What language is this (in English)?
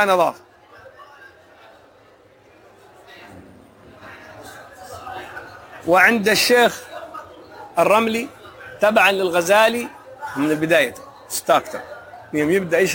Arabic